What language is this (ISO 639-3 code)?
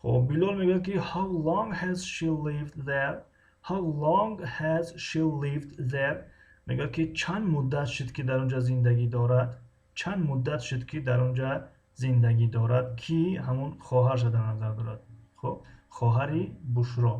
tgk